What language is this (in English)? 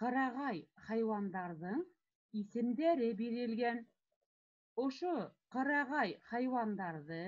Bashkir